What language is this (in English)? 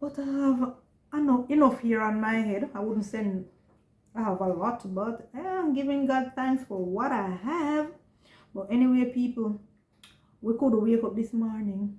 Jamaican Creole English